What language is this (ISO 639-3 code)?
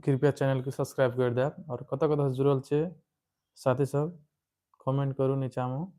mai